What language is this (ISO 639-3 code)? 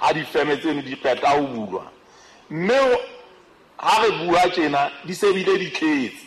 sot